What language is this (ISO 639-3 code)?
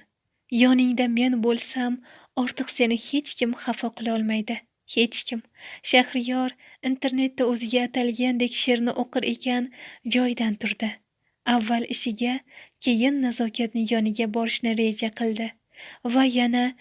uzb